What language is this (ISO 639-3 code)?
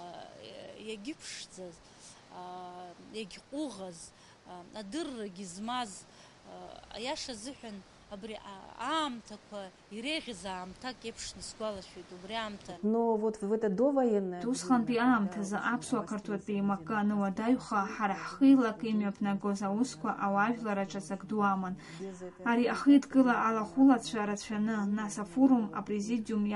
abk